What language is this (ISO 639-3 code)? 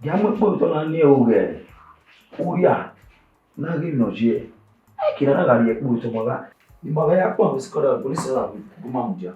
bin